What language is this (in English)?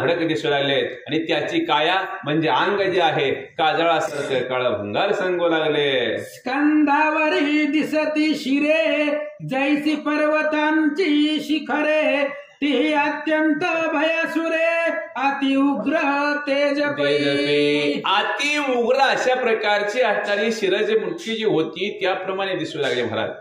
Marathi